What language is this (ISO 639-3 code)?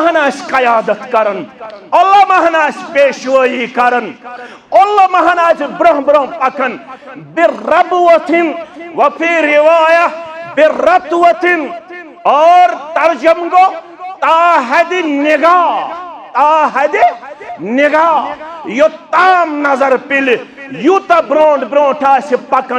kas